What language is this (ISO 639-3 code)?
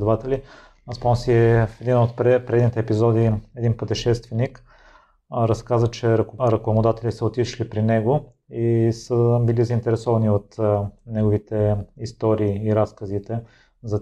bul